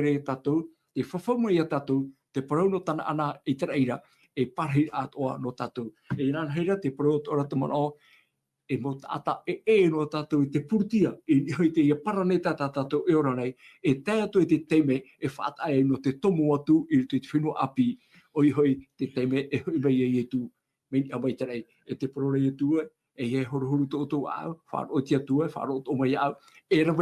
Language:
Tahitian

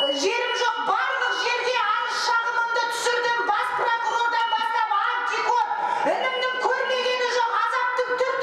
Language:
Kazakh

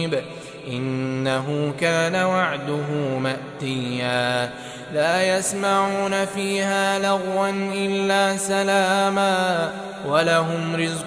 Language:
Arabic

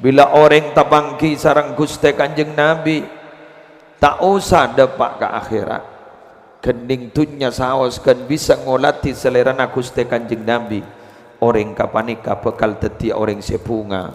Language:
Madurese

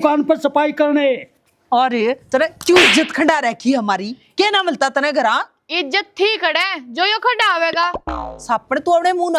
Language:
Haryanvi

